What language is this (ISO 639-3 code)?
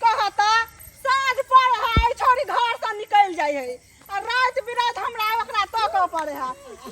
mai